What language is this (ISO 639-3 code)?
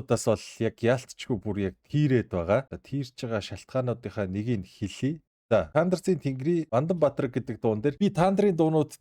mon